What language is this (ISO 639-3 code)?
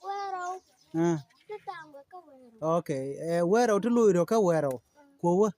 nus